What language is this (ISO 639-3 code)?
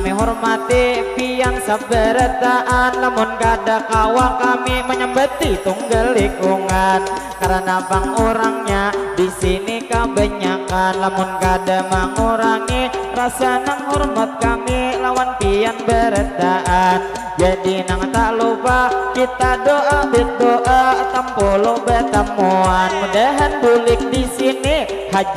bjn